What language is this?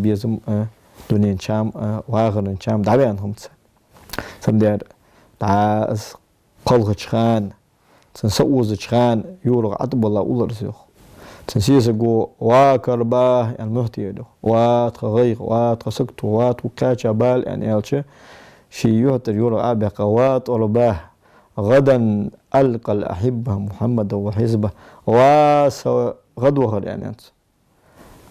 Ingush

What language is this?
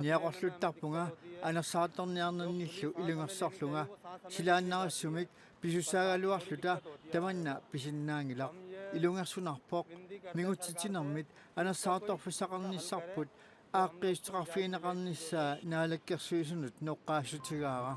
Kalaallisut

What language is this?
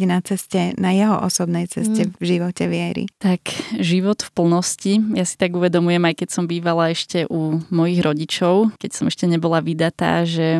Slovak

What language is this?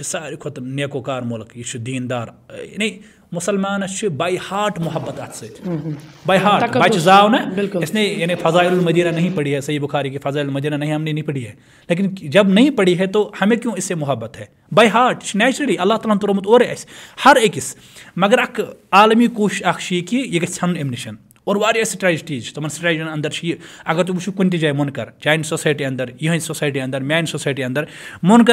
Kashmiri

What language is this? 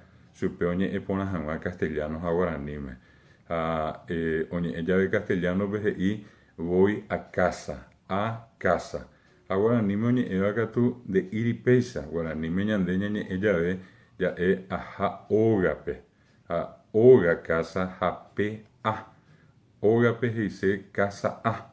Guarani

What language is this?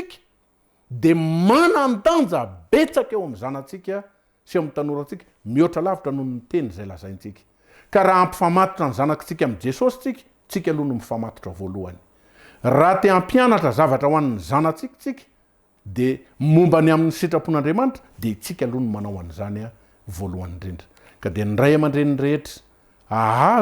Malagasy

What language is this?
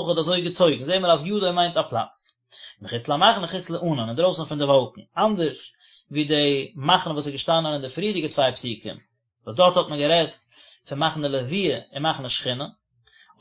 Yiddish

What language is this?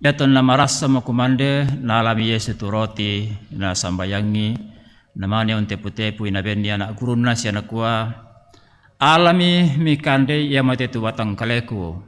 Toraja-Sa'dan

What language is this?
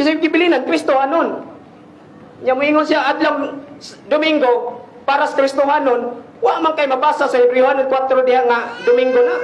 Cebuano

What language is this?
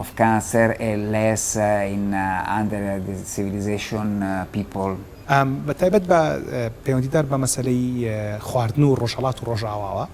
Central Kurdish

